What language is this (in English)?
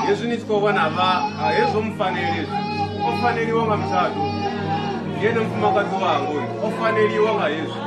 Venda